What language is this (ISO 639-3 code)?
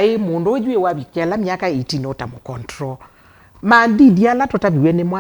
kam